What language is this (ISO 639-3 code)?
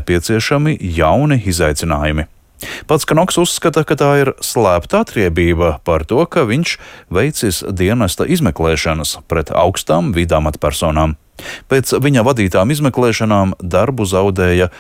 lav